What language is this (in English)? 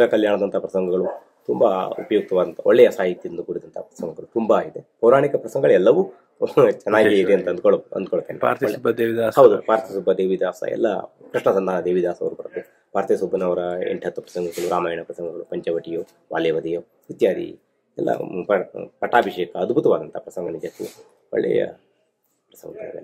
Kannada